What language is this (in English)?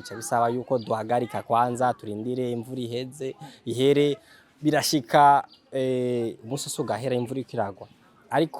Rundi